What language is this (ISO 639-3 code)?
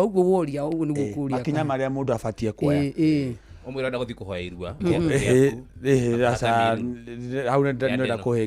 kik